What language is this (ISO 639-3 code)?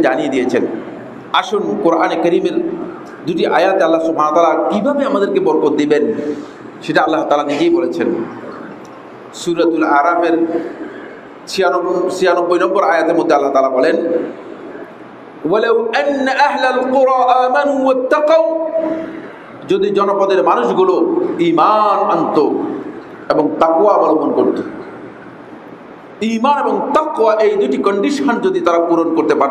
ben